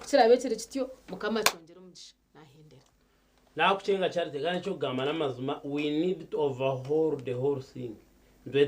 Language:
Nyankole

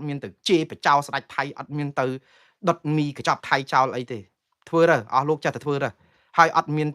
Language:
Khmer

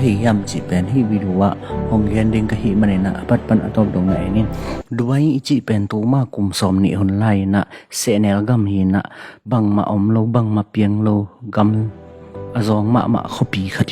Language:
Tedim Chin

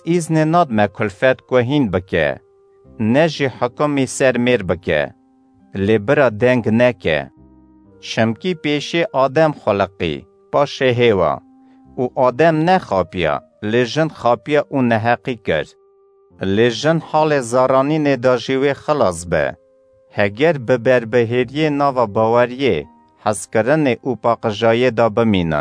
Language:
Kurdish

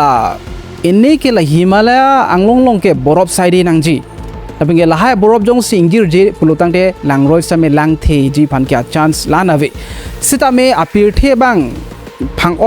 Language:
Karbi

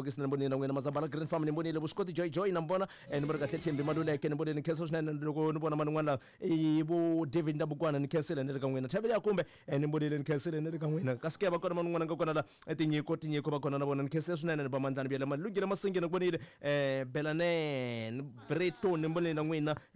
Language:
Tsonga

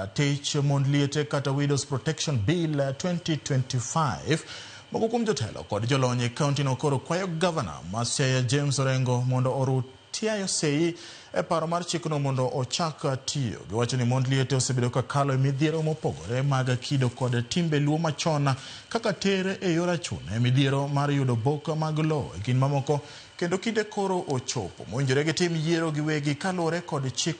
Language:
Luo (Kenya and Tanzania)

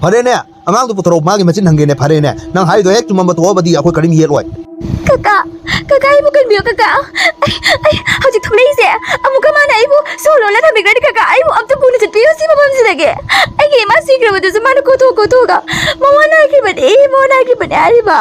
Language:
Manipuri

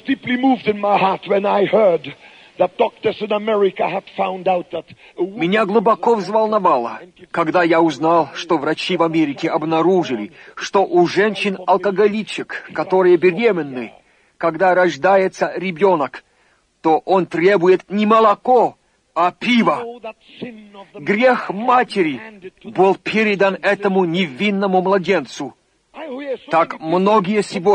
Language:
Russian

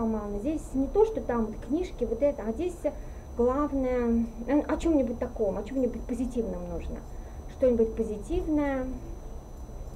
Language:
Russian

